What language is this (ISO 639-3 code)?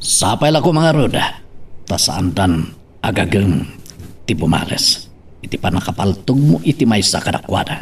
ilo